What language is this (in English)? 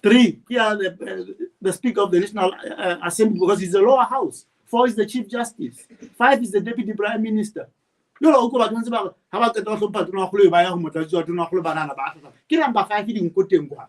Southern Sotho